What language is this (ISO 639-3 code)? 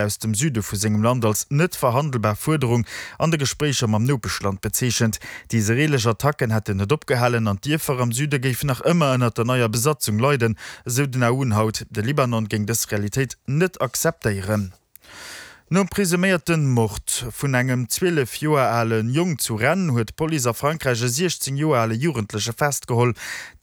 ltz